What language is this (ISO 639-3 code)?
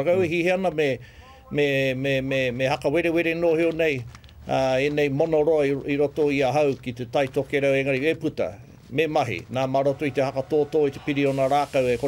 mri